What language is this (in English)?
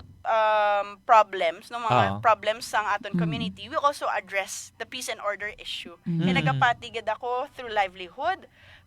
Hiligaynon